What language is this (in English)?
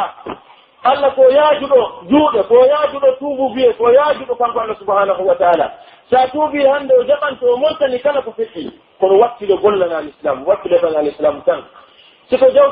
Pular